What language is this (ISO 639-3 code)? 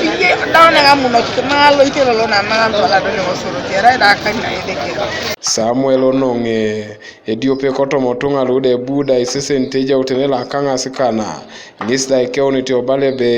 teo